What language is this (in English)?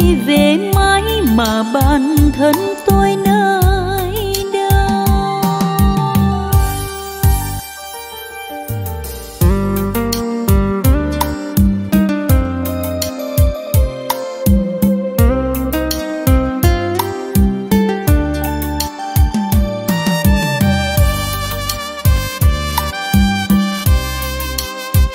Vietnamese